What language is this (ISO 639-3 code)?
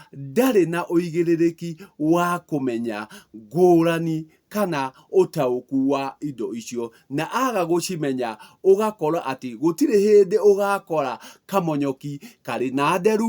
kik